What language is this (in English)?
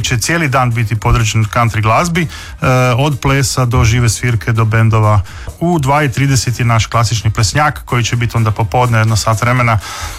Croatian